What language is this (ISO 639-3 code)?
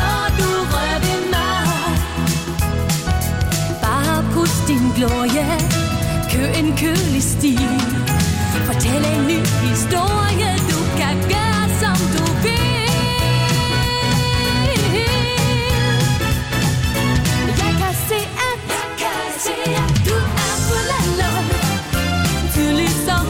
dan